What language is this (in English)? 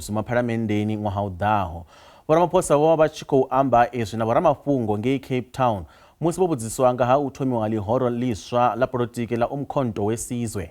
Venda